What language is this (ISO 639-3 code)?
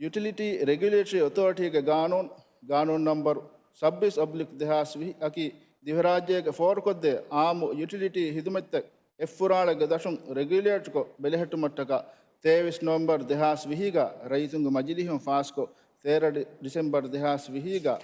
div